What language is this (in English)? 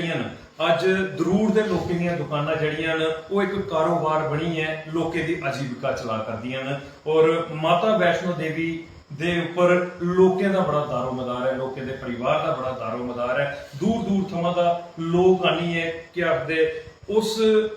Dogri